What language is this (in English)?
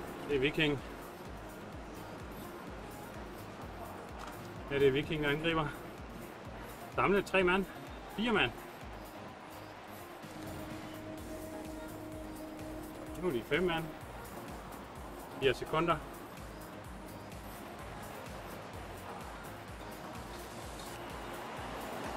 Danish